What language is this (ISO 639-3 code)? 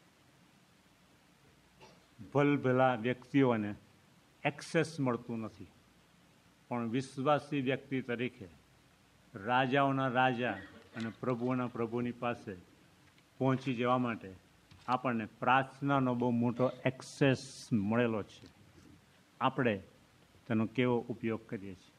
guj